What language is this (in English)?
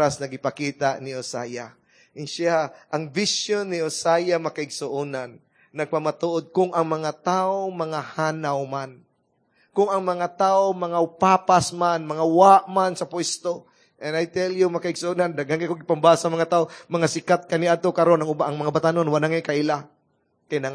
Cebuano